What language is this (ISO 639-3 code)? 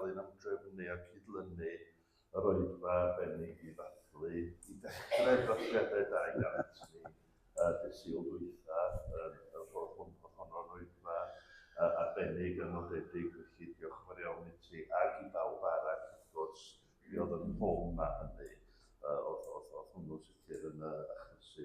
cym